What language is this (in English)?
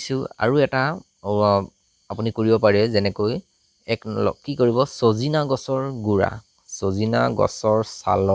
Assamese